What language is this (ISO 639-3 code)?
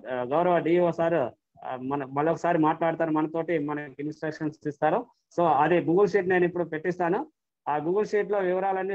tel